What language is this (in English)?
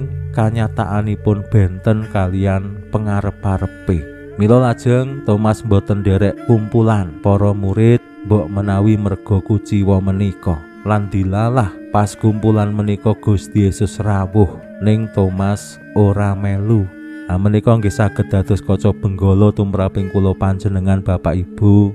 Javanese